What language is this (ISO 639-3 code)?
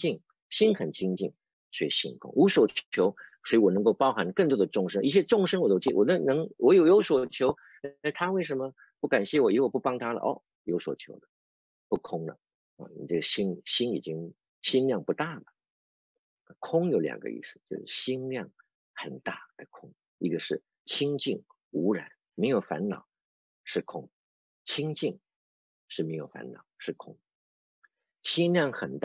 zho